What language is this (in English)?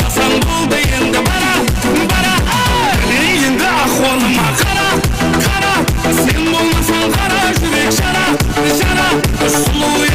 Kara-Kalpak